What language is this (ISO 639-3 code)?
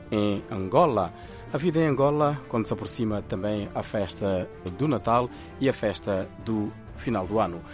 por